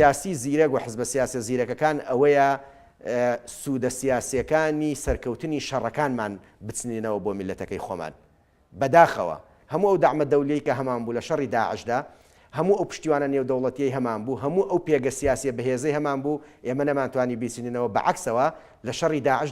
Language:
Central Kurdish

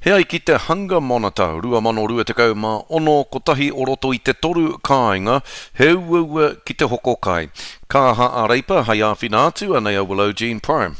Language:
Māori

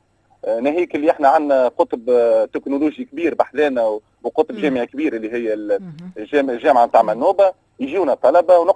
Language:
Tunisian Arabic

